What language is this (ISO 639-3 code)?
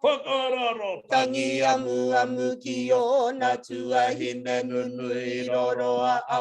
mri